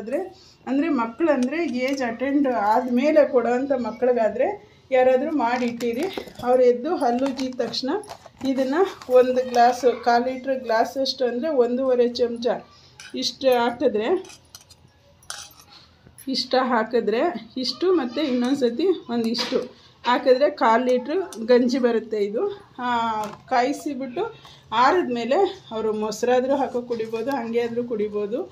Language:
Kannada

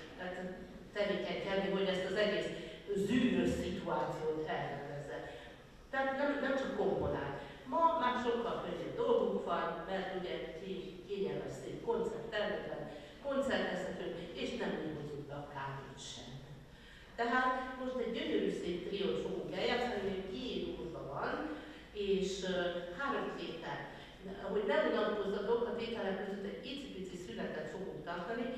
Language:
Hungarian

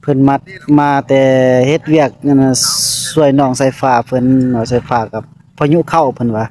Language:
Northeastern Thai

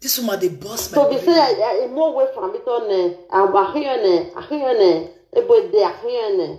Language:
Nigerian Pidgin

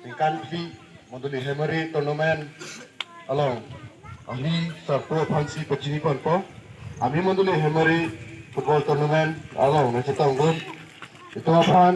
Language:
Karbi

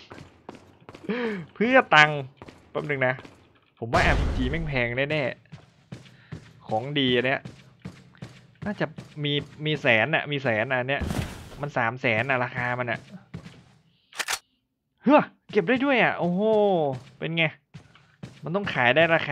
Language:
Thai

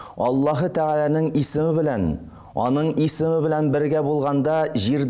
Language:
Tatar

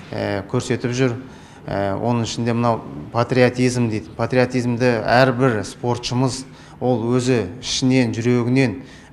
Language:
Kazakh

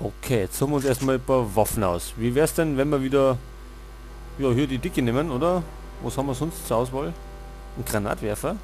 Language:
Bavarian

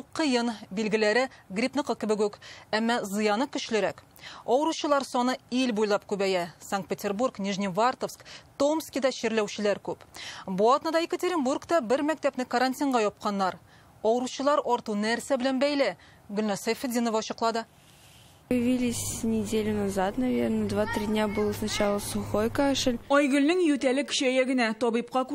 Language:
Tatar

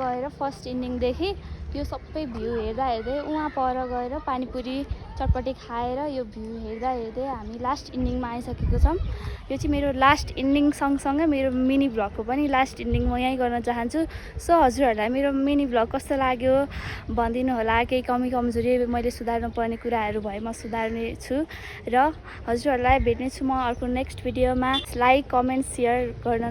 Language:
Nepali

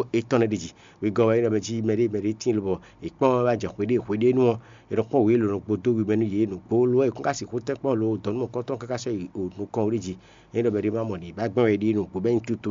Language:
Fon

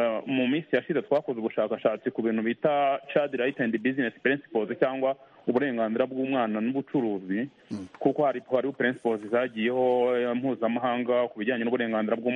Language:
Kinyarwanda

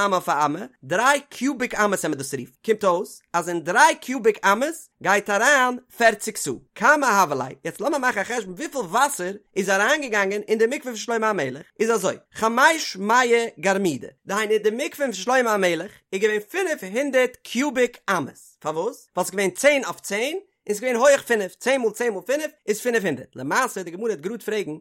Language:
Yiddish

